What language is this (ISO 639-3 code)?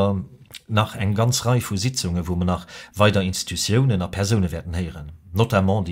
ltz